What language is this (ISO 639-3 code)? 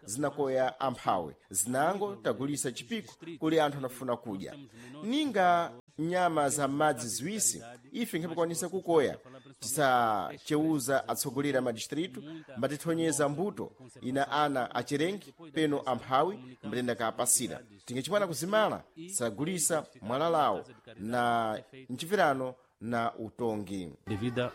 seh